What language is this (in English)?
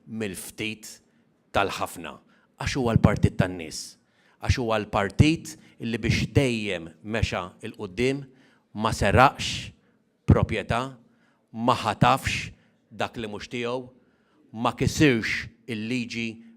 Maltese